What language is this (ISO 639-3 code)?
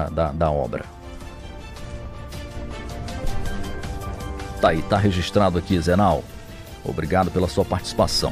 por